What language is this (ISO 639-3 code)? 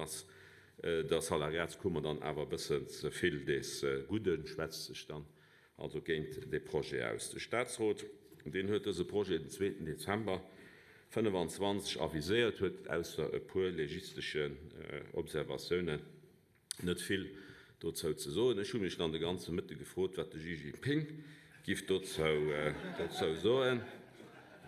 ltz